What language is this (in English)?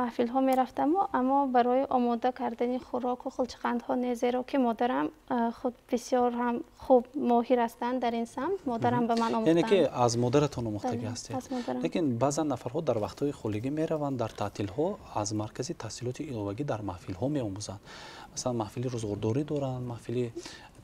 Tajik